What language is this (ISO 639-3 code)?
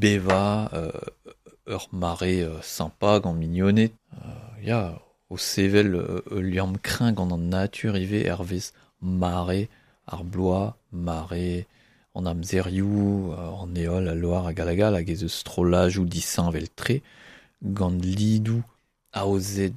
bre